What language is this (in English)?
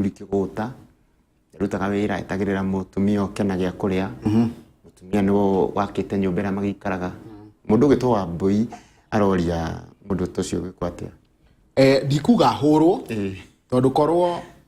Kikuyu